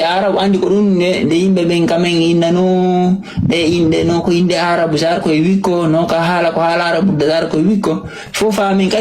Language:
Fula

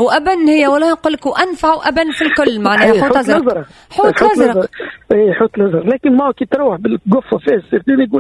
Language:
Tunisian Arabic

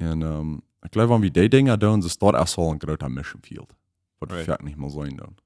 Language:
Plautdietsch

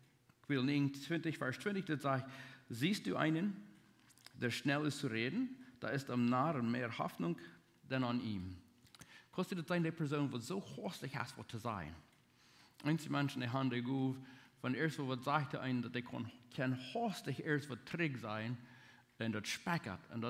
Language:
Plautdietsch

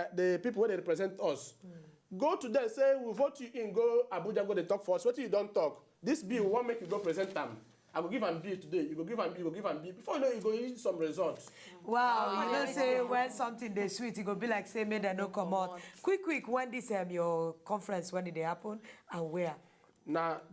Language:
Nigerian Pidgin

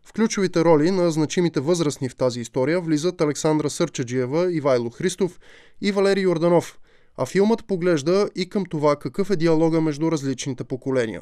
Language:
Bulgarian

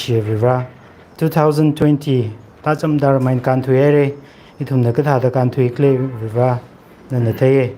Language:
Tangkhul Naga (India)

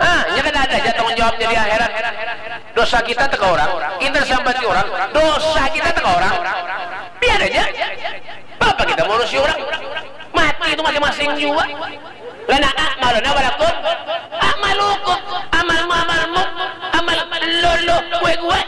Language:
Banjar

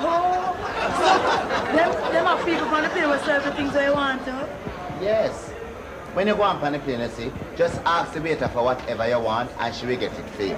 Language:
Jamaican Creole English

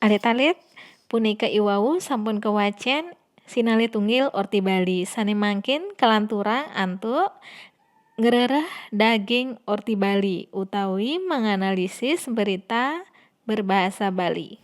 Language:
Balinese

